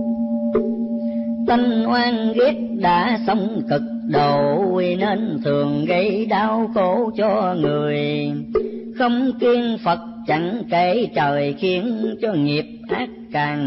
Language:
Vietnamese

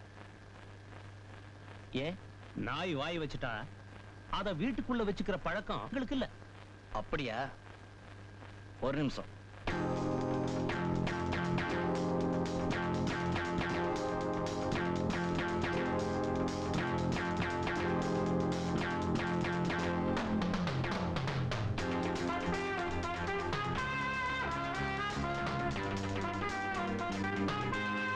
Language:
Tamil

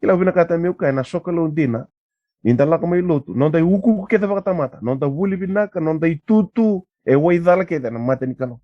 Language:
Fijian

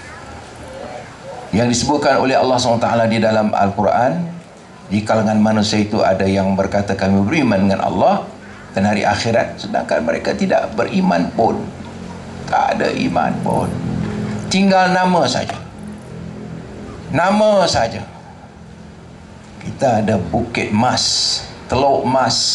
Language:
Malay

